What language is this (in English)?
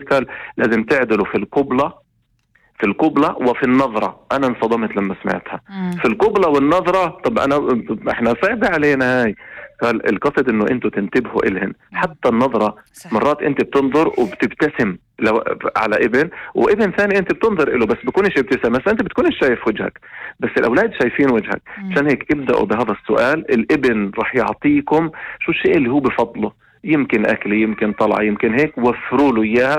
North Levantine Arabic